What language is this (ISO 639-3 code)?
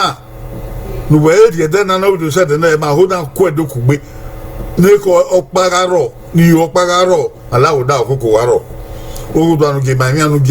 bin